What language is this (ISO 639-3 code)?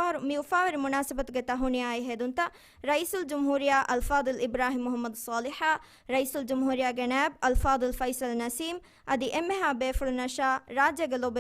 div